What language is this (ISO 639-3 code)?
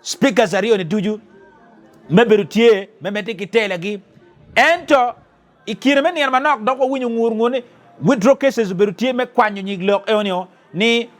ach